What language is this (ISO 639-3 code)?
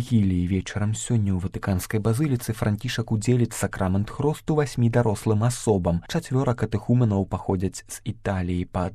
bel